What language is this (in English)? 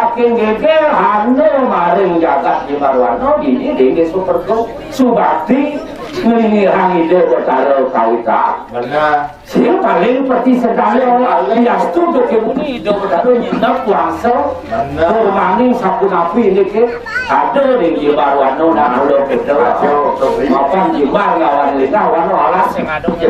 Balinese